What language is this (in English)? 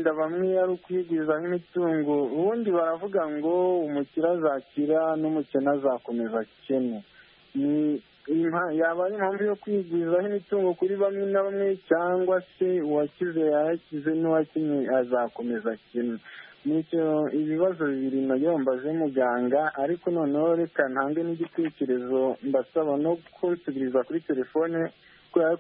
Kinyarwanda